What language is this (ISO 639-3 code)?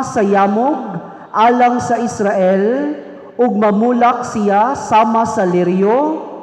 ceb